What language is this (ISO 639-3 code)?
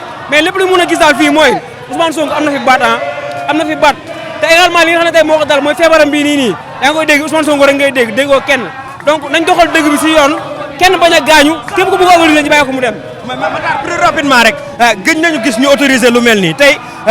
wol